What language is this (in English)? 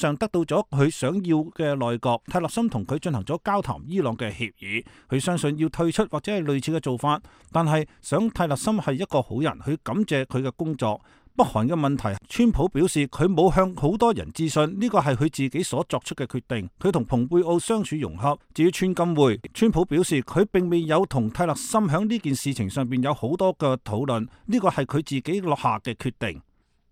Cantonese